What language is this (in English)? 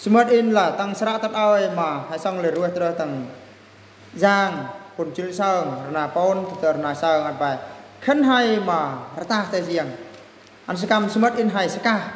Eastern Bru